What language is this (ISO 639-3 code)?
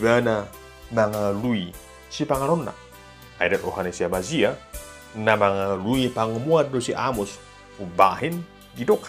bbc